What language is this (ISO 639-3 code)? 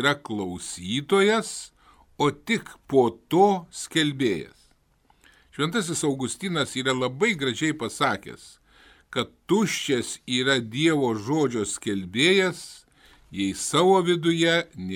lit